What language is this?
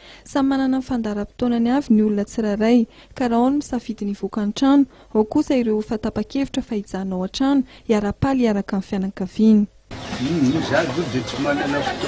Malagasy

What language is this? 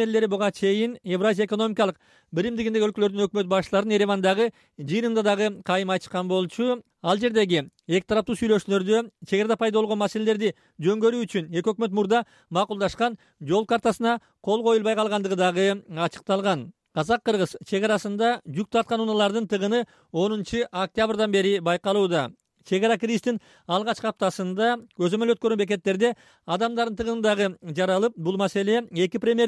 Kyrgyz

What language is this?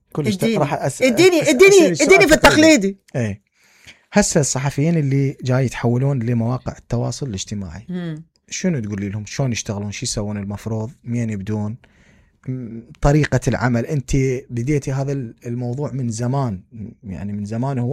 Mesopotamian Arabic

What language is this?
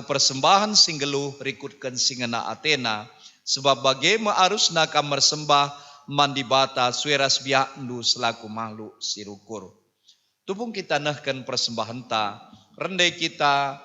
Batak Karo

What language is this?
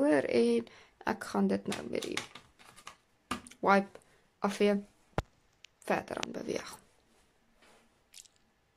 Afrikaans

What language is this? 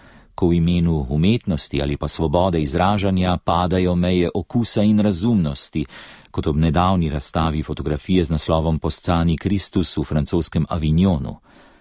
Slovenian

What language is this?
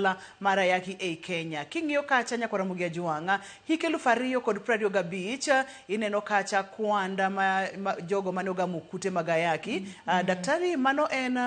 Luo (Kenya and Tanzania)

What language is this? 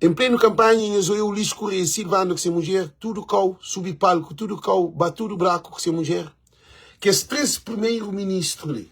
Kabuverdianu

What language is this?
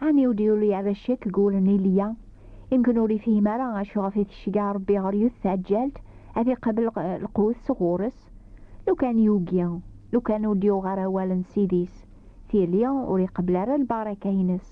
Kabyle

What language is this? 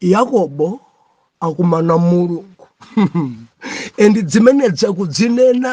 Nyanja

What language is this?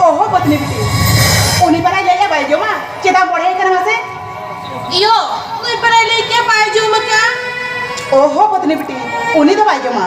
Santali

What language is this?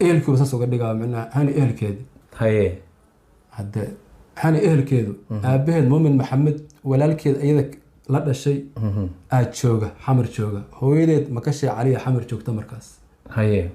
Somali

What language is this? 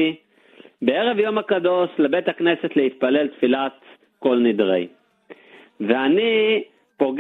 Hebrew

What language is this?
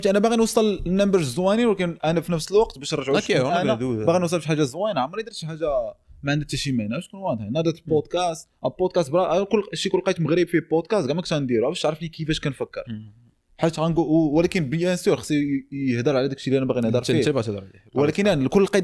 Moroccan Arabic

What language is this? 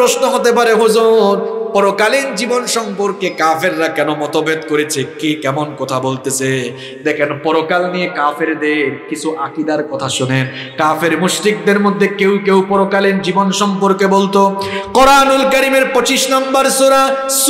Bangla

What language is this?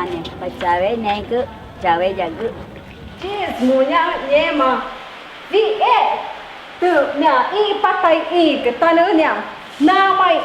Ticuna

